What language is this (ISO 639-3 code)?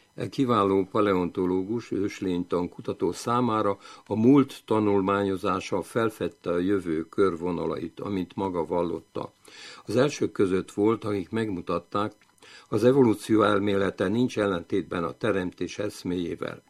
hun